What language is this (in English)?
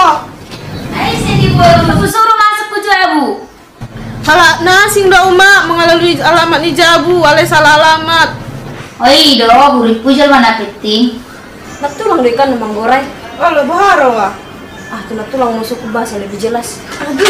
Batak Toba